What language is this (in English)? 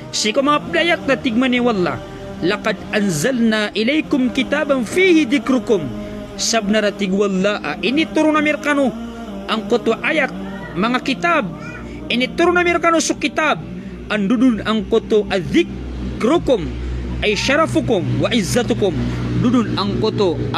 Maranao